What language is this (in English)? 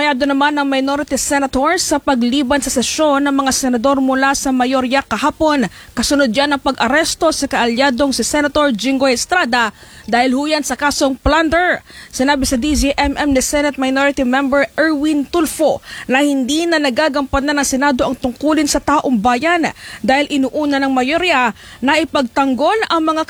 Filipino